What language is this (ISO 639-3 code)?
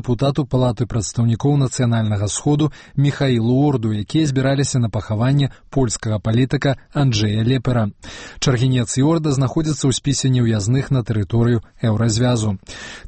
bel